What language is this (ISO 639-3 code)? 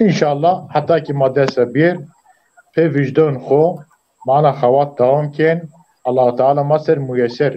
zza